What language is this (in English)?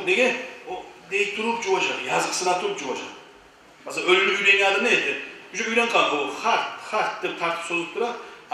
Kumyk